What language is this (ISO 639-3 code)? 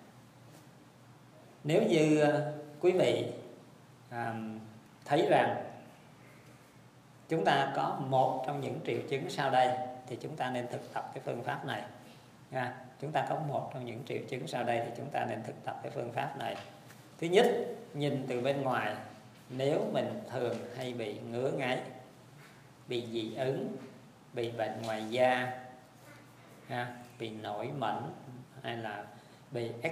vie